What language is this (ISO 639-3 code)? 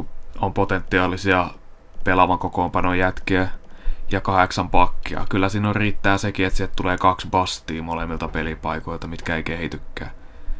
fin